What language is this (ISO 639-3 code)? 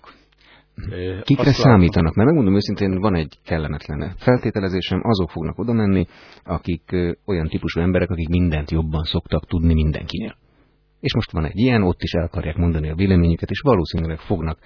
hun